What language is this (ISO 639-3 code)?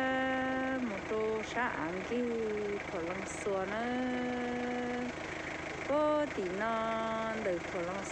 hmn